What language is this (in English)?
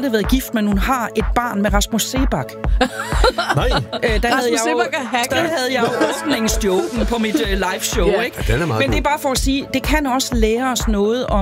Danish